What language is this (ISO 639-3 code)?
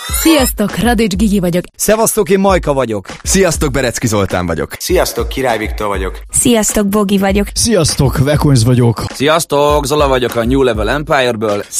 hun